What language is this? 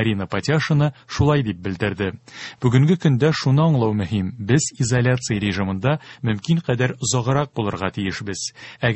Tatar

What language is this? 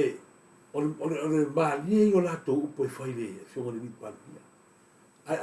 Samoan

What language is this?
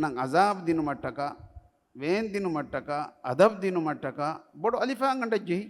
Divehi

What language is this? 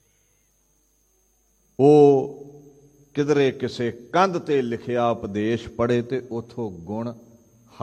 Punjabi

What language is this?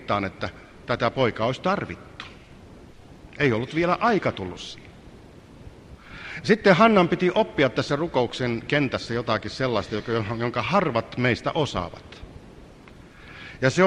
Finnish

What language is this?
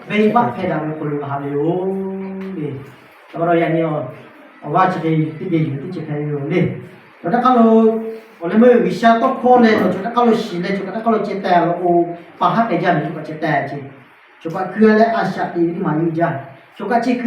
Lahu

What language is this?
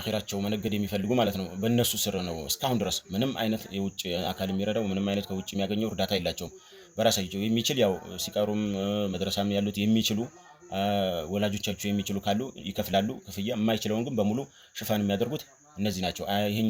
Amharic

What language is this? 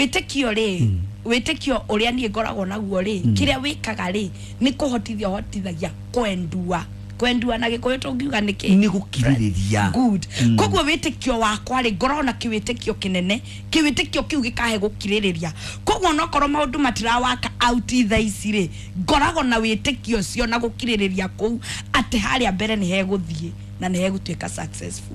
Kikuyu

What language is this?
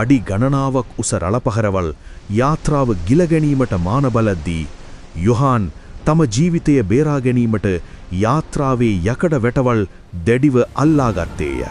Sinhala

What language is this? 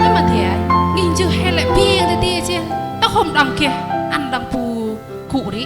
Central Mnong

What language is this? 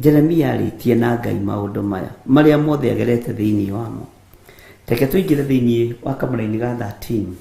Kikuyu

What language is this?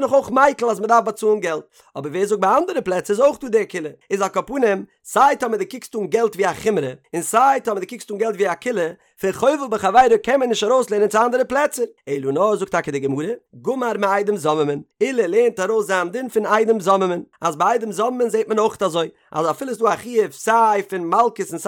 Yiddish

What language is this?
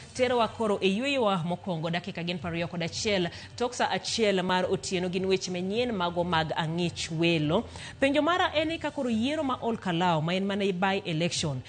Luo (Kenya and Tanzania)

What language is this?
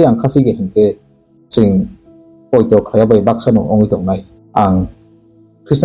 Kok Borok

